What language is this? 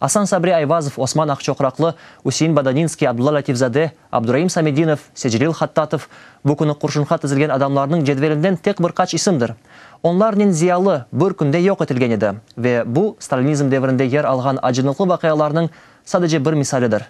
Crimean Tatar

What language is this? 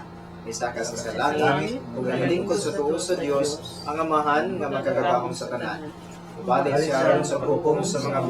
Cebuano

